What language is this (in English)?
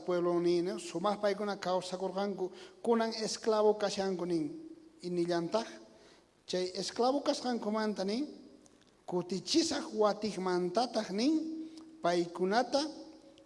South Bolivian Quechua